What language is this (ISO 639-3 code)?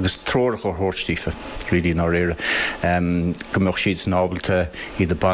gle